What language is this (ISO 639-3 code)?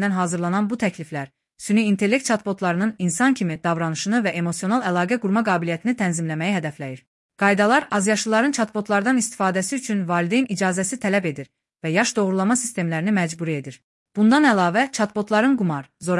aze